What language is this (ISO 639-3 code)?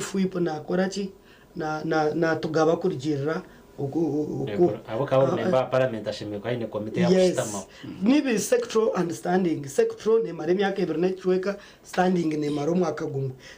nyn